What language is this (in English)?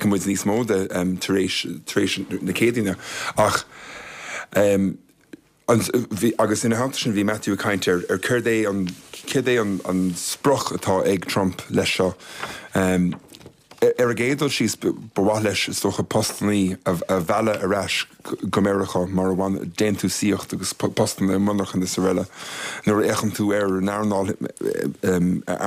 Irish